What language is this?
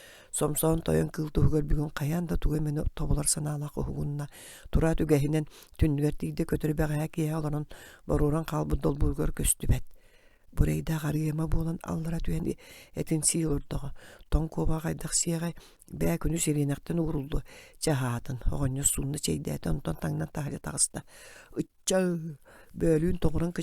Yakut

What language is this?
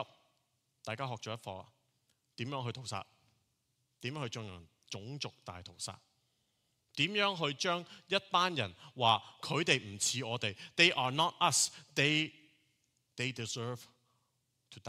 Cantonese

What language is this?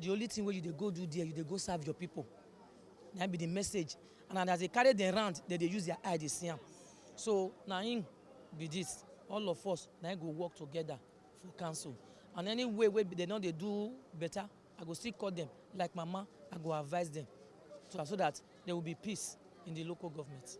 Nigerian Pidgin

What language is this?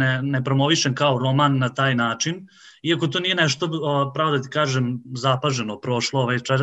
Serbian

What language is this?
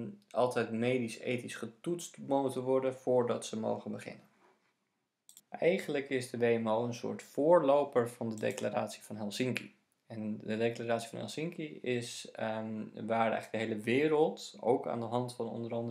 Dutch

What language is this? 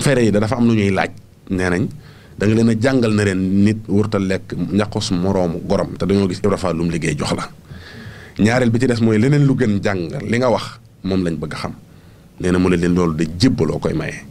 Wolof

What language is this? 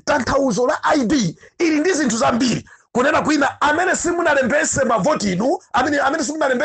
Nyanja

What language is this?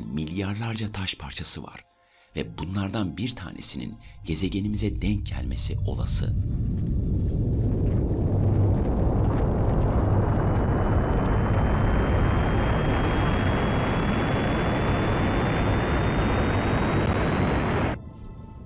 Turkish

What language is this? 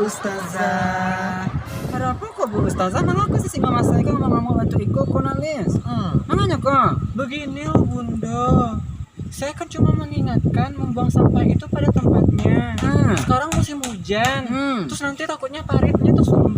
Minangkabau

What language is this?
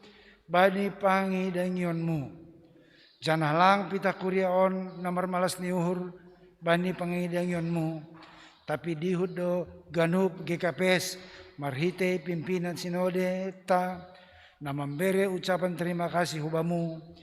Batak Simalungun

